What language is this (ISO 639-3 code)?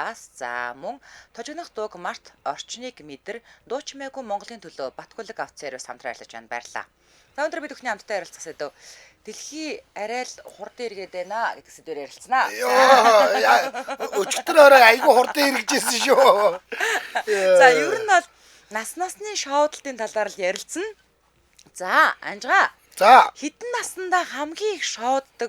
mon